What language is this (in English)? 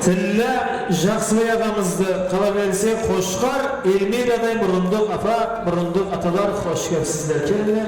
Kara-Kalpak